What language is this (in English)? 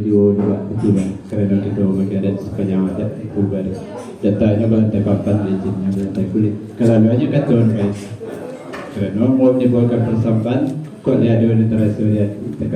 Minangkabau